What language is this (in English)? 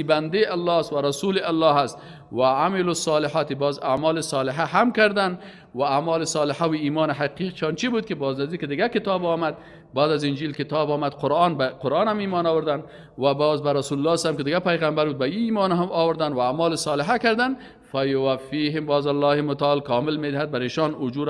Persian